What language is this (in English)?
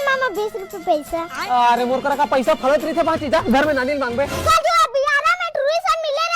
Chhattisgarhi